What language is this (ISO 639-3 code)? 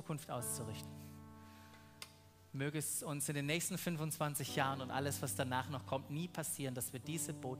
deu